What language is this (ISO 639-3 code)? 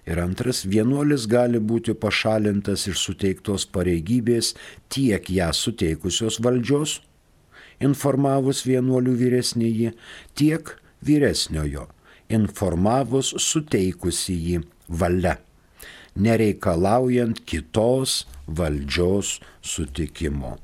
lit